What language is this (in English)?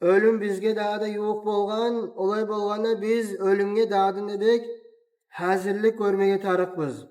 Kumyk